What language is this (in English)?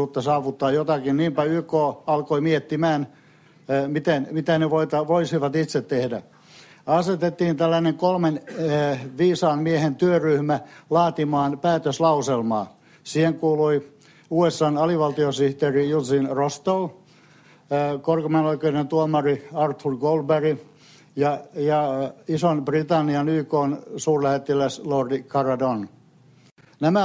Finnish